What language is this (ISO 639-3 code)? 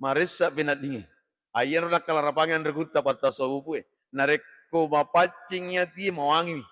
bug